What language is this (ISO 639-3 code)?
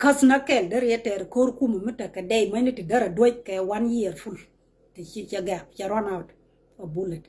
nus